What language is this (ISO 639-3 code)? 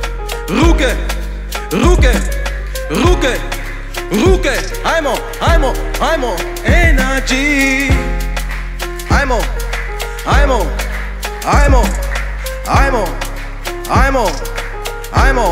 srp